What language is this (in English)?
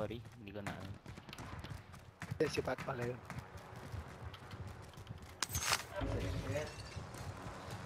Filipino